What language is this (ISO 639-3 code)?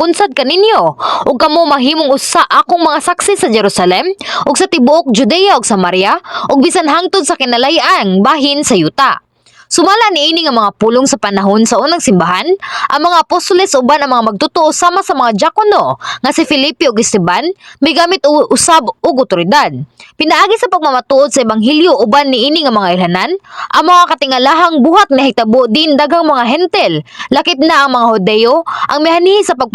ceb